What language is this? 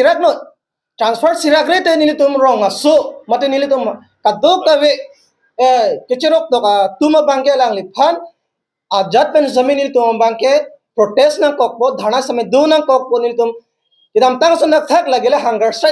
Karbi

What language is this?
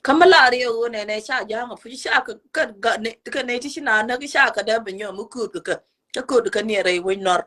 Nuer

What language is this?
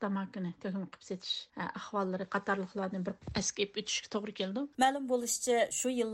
Uyghur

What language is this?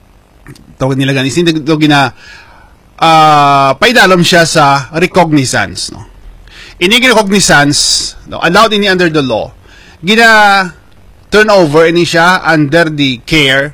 Hiligaynon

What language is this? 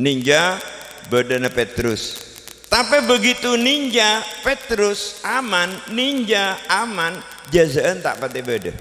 Madurese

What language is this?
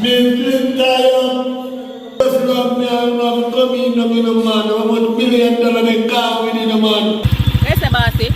Jamaican Creole English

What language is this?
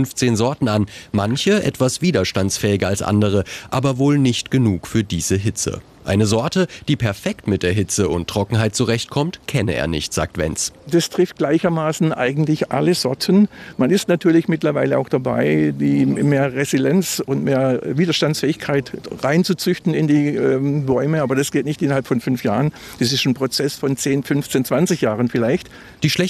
German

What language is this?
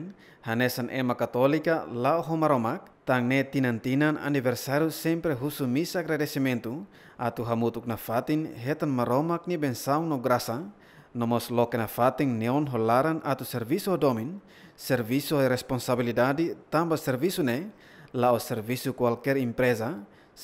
Tetum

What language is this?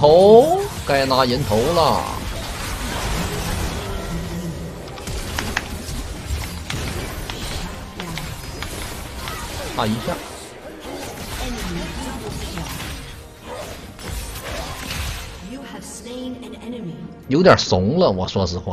Chinese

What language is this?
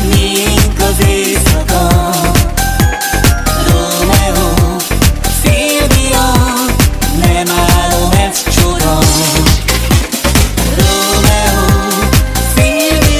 Hungarian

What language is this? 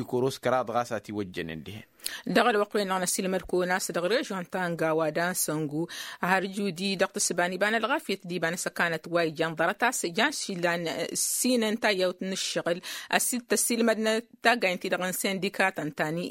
Tamasheq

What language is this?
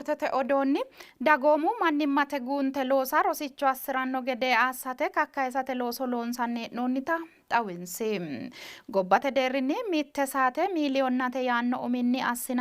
Sidamo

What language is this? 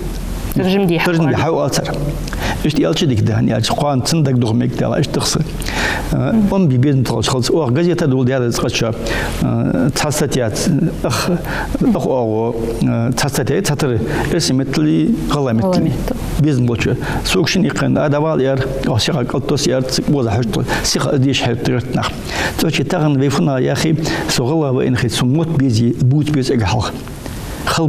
Ingush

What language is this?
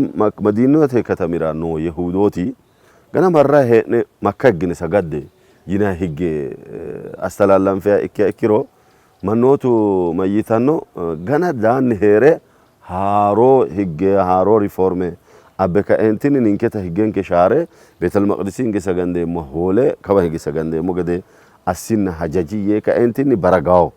Sidamo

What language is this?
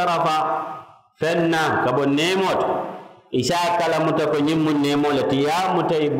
Mandingo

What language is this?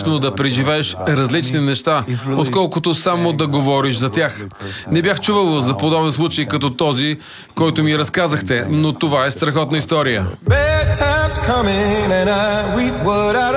Bulgarian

